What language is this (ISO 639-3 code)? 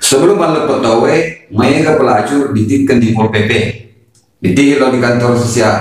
bug